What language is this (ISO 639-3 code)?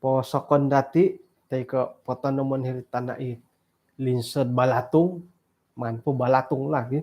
dtp